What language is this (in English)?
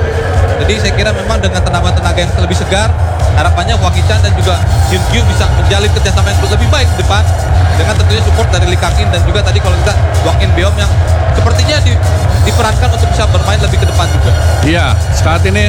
Indonesian